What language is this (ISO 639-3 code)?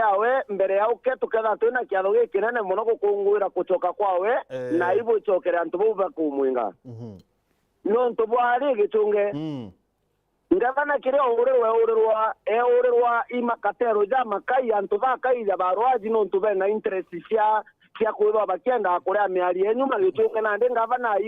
mer